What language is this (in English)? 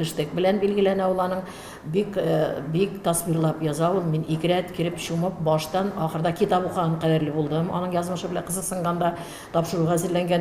Tatar